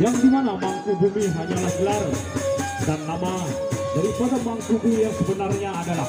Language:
Sasak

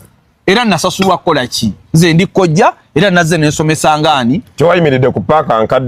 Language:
Ganda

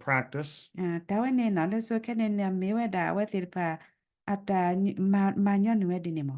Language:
S'gaw Karen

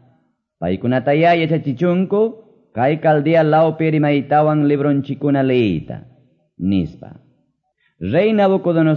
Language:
Quechua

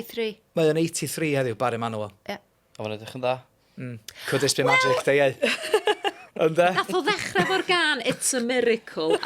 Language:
Welsh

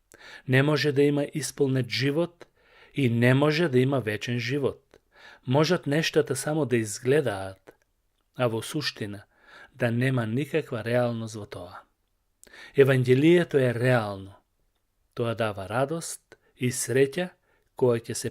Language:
Macedonian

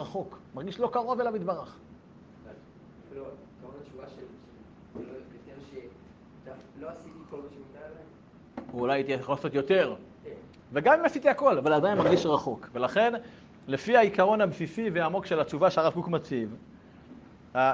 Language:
Hebrew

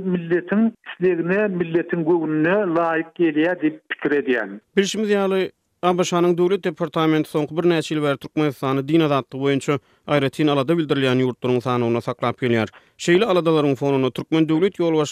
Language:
Turkmen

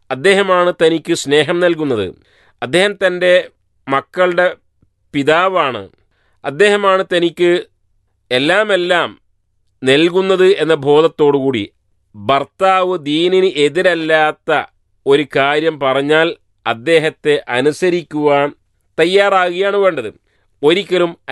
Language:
Malayalam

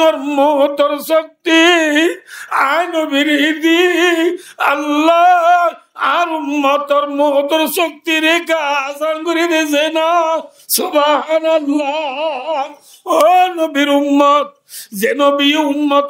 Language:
Rohingya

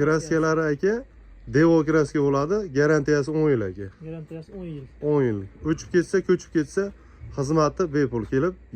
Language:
Uzbek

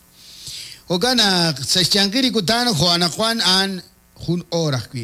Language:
Kekchí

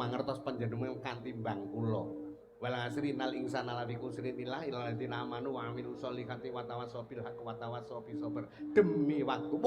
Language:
Javanese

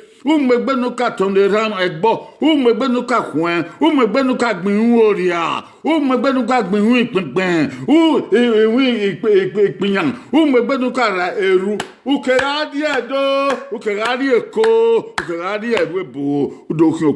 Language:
Bini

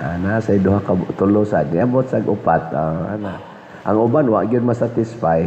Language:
Cebuano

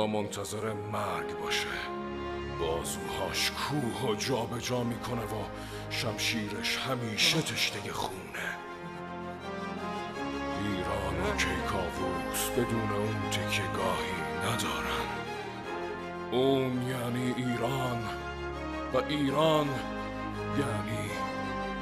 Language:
Persian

